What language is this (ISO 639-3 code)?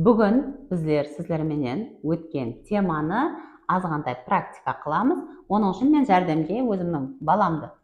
kaa